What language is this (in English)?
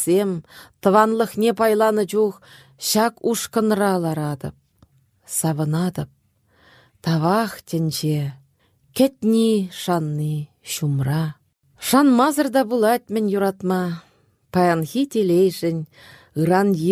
Chuvash